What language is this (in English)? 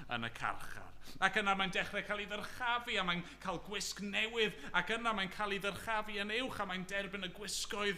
Welsh